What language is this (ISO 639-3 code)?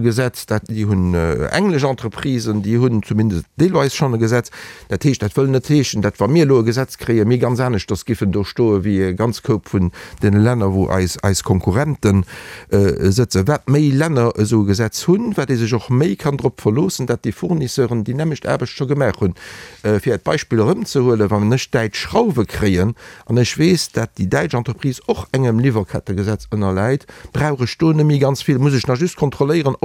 ltz